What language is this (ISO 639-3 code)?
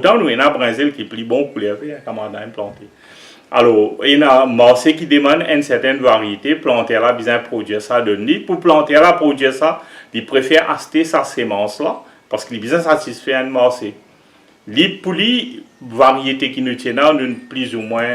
mfe